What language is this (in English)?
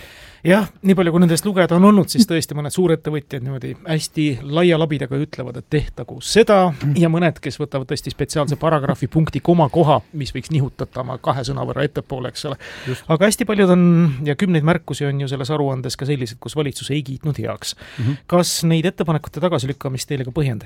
Estonian